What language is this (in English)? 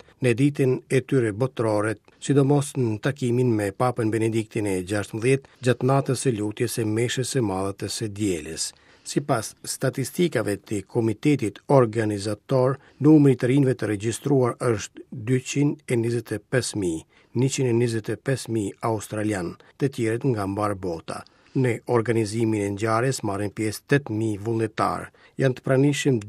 Albanian